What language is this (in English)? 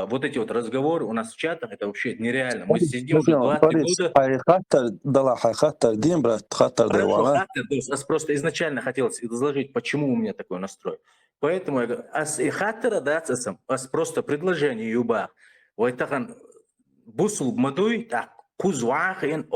Chechen